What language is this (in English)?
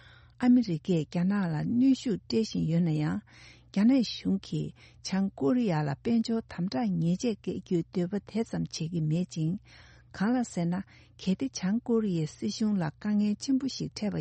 Tibetan